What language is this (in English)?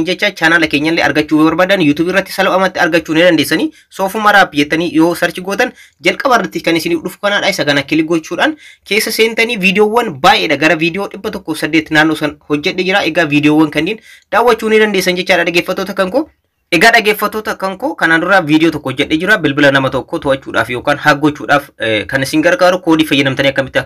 Oromo